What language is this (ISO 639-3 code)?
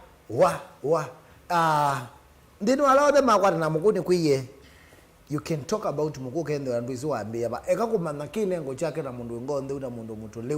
kam